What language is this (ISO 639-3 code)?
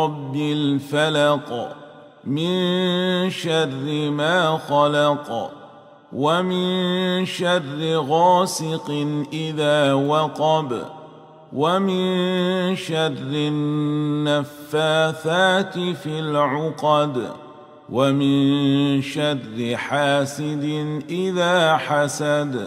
ara